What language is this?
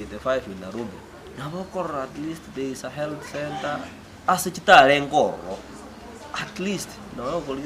Gusii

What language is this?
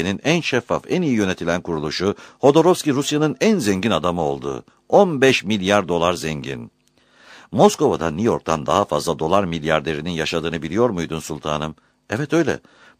Turkish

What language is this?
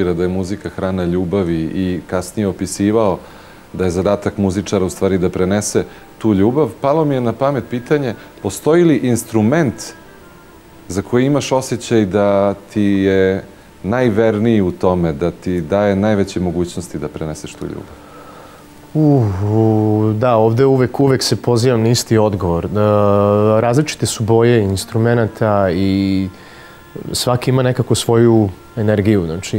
Serbian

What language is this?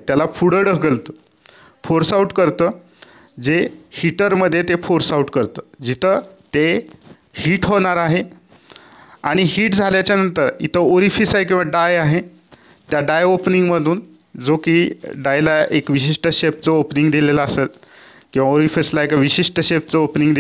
Marathi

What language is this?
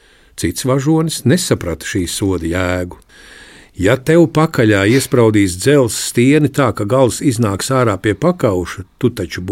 Latvian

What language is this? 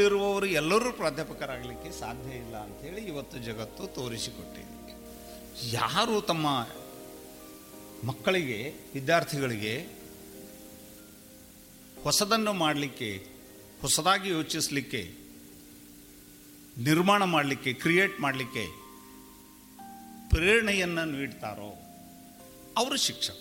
Kannada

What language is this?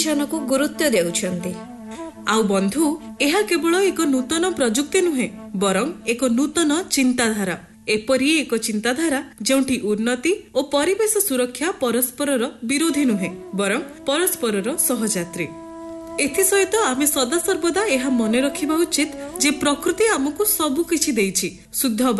Odia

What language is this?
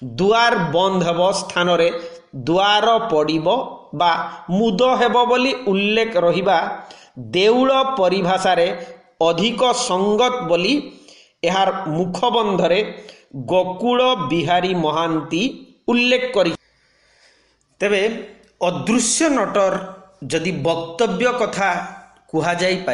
Odia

